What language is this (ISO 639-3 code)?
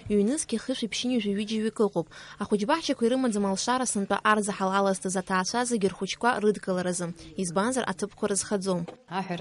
abk